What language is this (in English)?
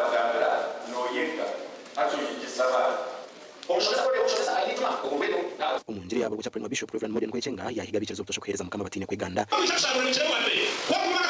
Nyankole